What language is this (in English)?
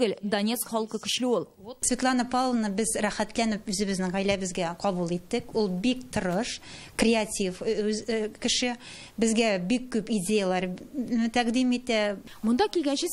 Tatar